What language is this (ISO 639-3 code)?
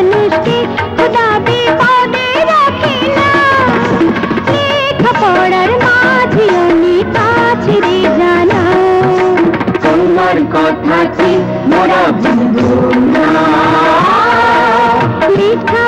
ben